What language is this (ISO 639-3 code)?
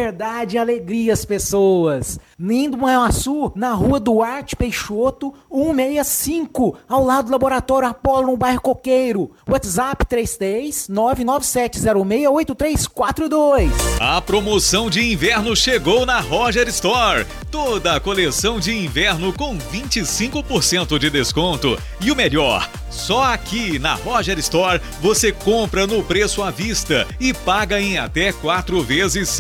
por